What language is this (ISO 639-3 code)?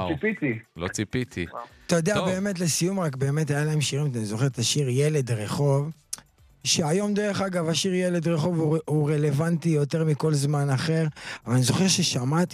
heb